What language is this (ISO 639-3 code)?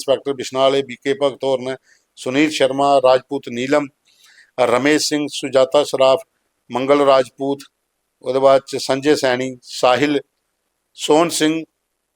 doi